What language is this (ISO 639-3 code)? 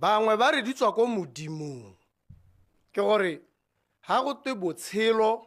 tsn